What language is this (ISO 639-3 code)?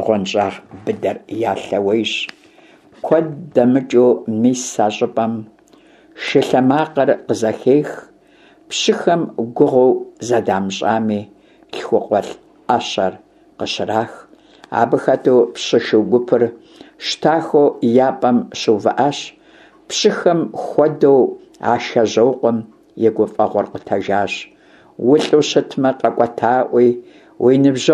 kbd